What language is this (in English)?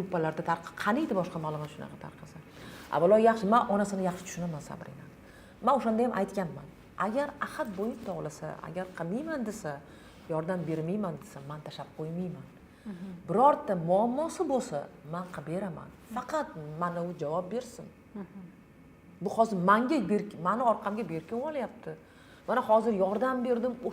Uzbek